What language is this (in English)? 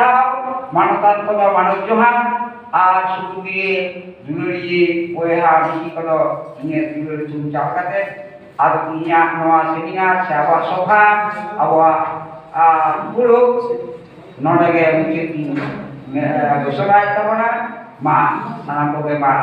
Santali